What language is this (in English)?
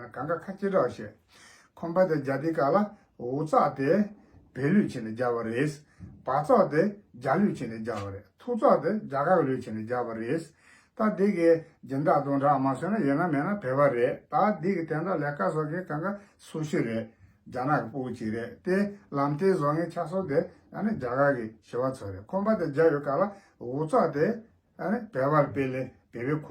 Tibetan